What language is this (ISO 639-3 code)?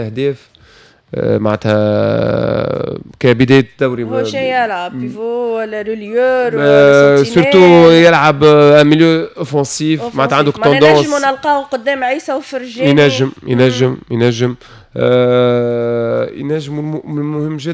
aeb